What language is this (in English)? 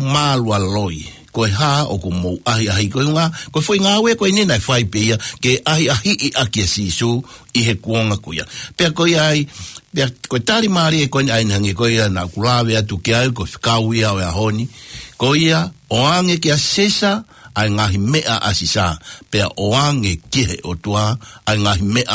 Tongan